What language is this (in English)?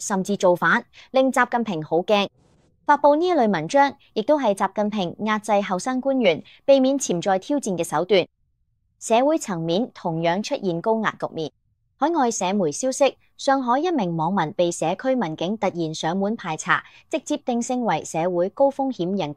Cantonese